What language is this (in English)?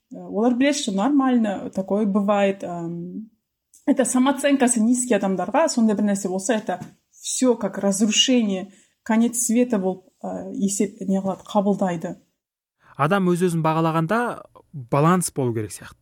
Kazakh